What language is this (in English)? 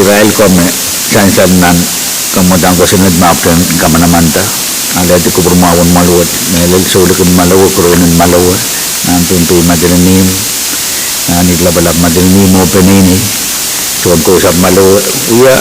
Pohnpeian